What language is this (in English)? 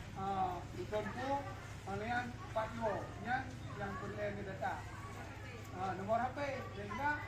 Achinese